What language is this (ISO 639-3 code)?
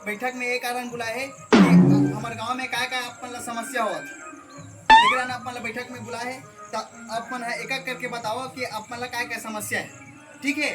hne